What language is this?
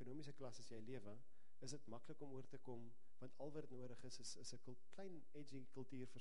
Afrikaans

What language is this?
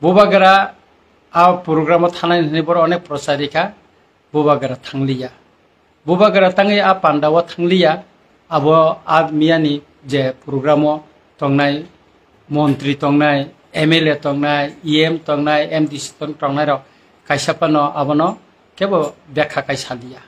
Kok Borok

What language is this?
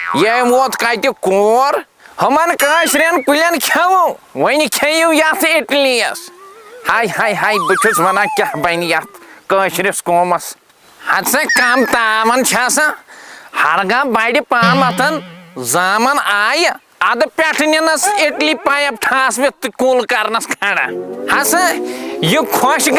Kashmiri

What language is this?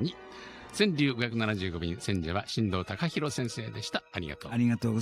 Japanese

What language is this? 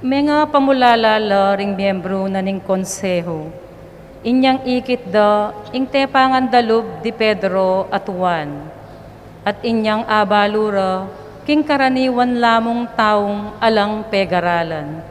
Pampanga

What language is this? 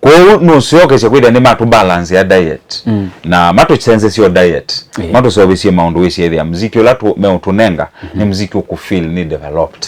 Kamba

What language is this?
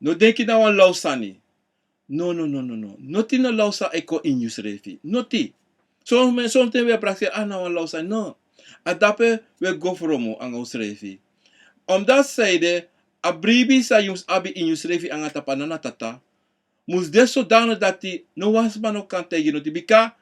Sranan Tongo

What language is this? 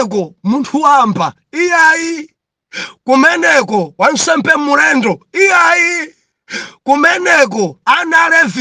Nyanja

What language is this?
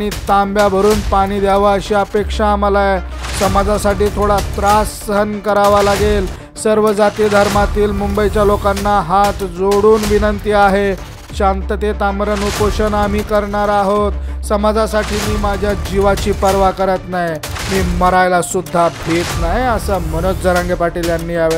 Marathi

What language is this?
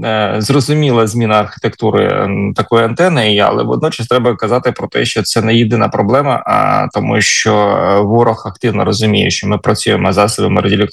Ukrainian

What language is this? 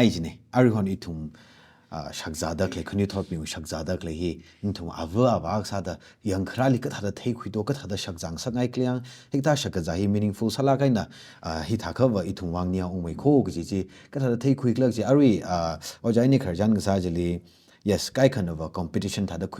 Tangkhul Naga (India)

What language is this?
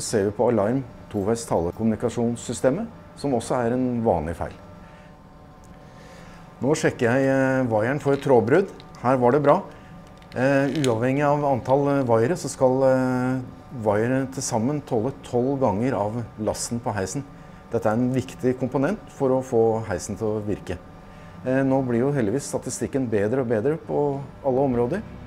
Norwegian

